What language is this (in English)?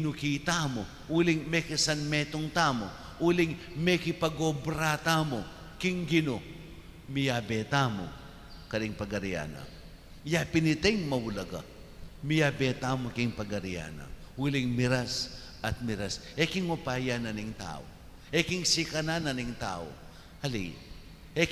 Pampanga